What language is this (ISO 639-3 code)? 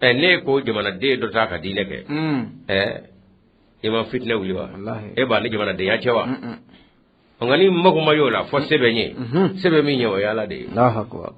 bam